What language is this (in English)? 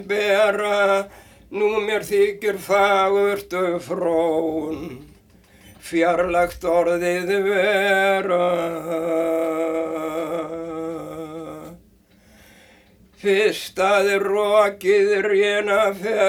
Icelandic